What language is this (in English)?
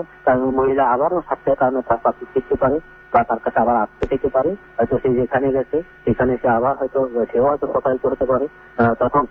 Bangla